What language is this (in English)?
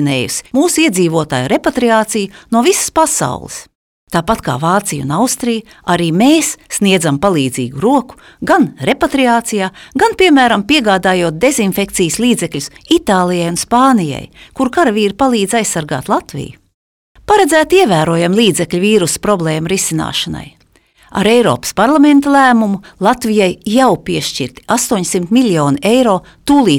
Latvian